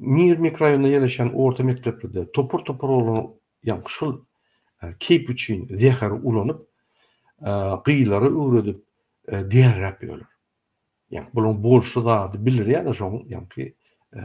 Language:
Turkmen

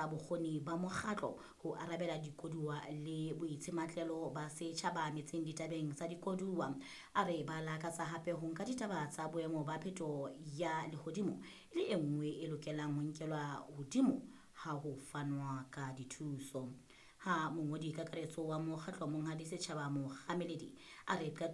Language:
Southern Sotho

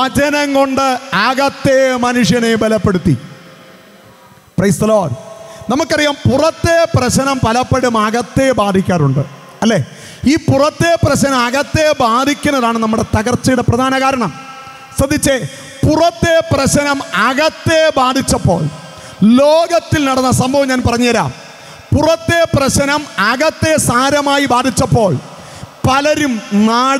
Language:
Malayalam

